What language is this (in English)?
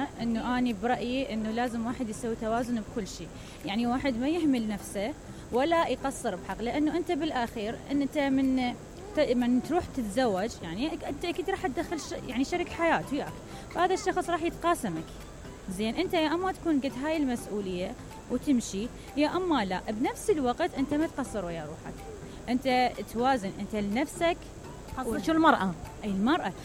Mesopotamian Arabic